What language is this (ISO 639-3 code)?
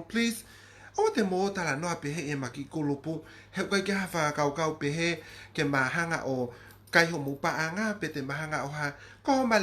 ton